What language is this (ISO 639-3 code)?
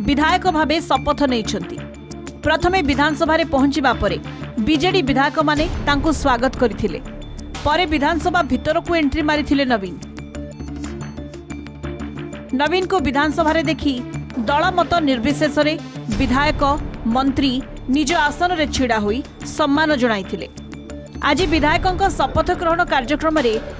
ori